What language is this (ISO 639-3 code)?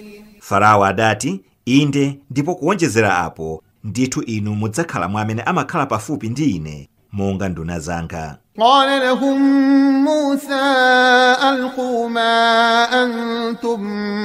nya